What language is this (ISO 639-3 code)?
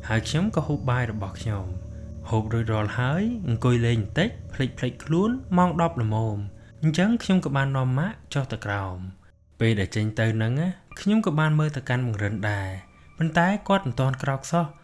khm